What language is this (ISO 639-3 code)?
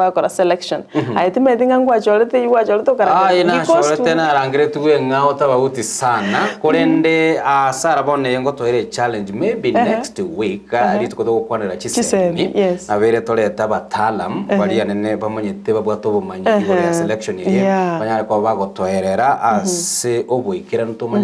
guz